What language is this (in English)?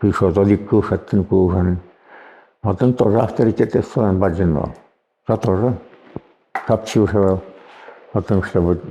Udmurt